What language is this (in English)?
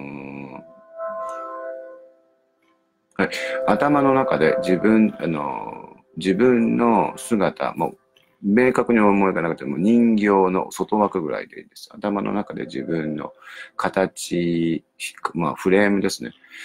Japanese